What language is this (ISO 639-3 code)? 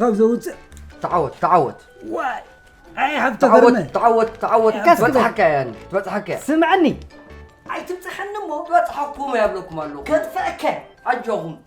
tir